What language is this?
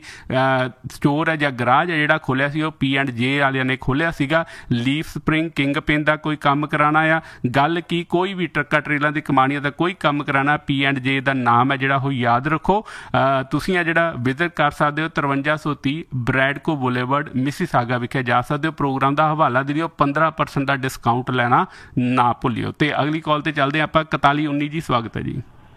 Punjabi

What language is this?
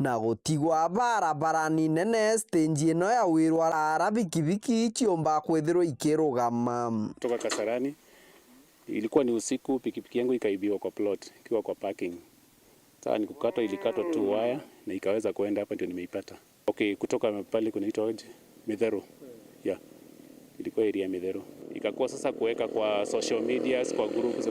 Meru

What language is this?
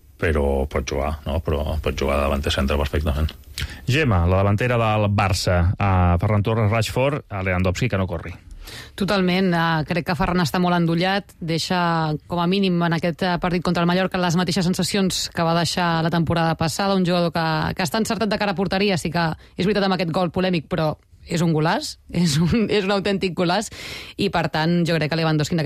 Catalan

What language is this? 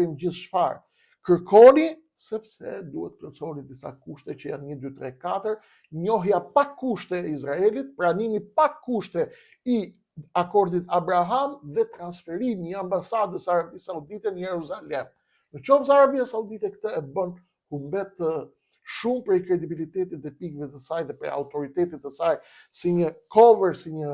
Albanian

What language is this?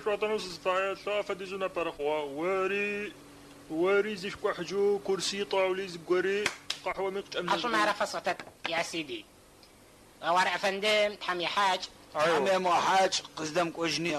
Adyghe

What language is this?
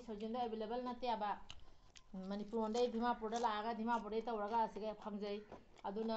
Manipuri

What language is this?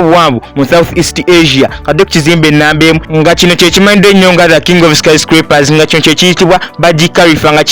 Ganda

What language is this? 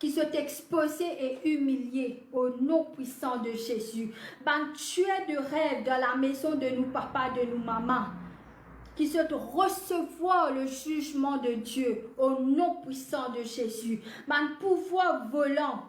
Morisyen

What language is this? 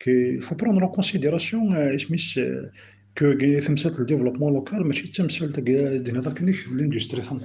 Kabyle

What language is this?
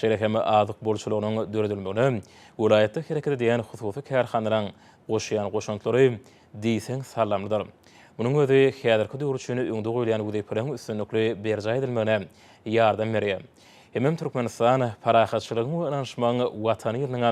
Turkmen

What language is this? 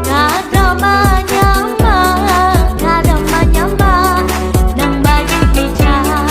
Banjar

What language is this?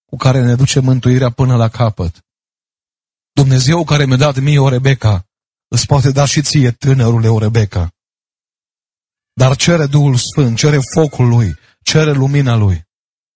Romanian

